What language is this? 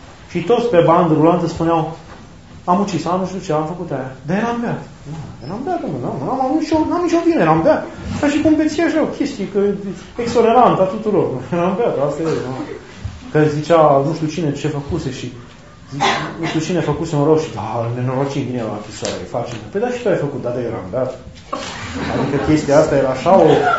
Romanian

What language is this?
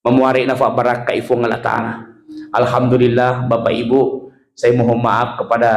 Buginese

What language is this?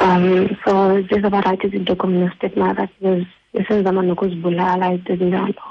Xhosa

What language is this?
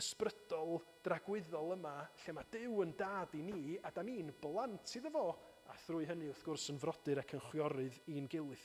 Welsh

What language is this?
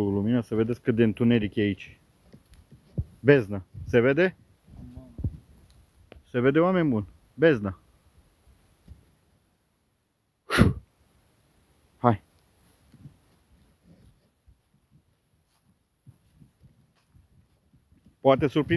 Romanian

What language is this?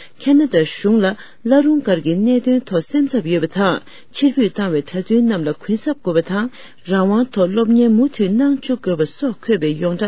Tibetan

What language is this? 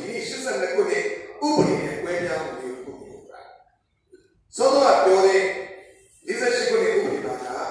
Burmese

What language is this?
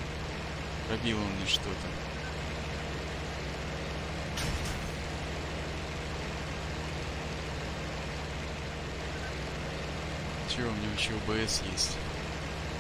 Russian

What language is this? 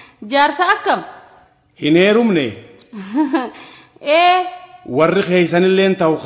Oromo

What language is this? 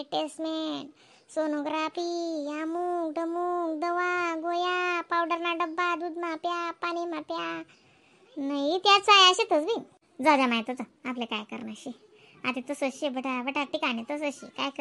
Khandesi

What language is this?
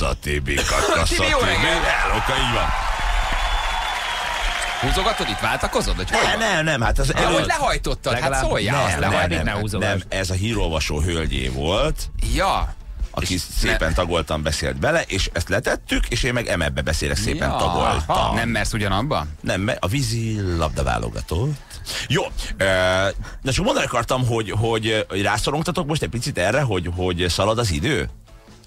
Hungarian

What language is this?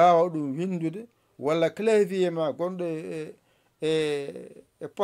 Fula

